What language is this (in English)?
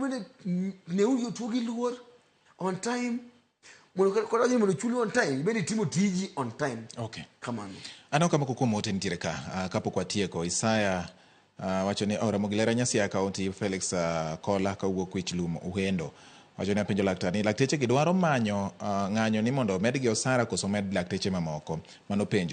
Luo (Kenya and Tanzania)